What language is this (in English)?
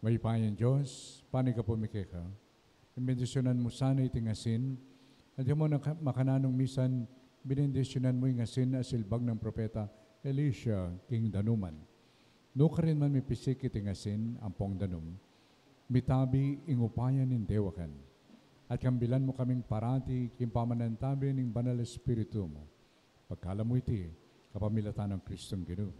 Pampanga